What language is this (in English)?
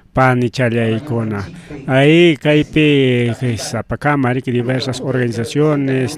Ayacucho Quechua